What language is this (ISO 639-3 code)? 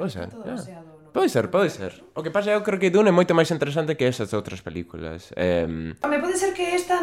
glg